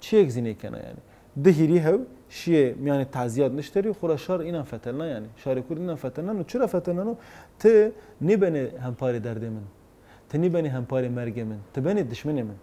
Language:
Zaza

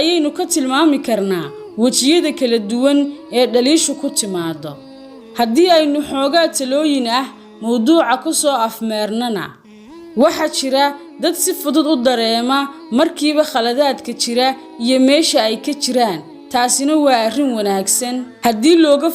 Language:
Somali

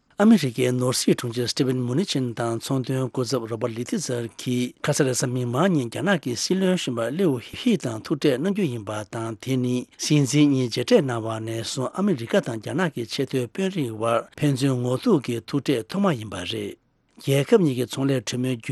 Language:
Tibetan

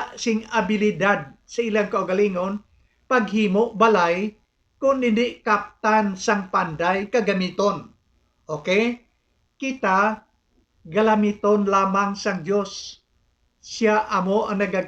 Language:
Hiligaynon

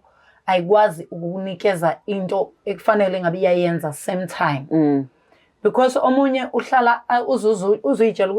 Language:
Zulu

